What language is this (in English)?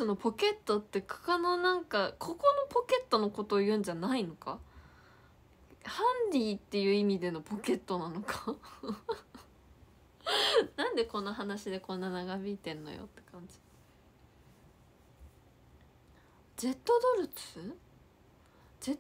Japanese